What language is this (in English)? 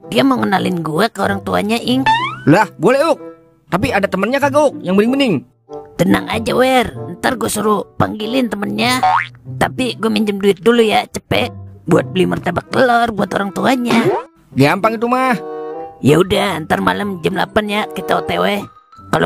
Betawi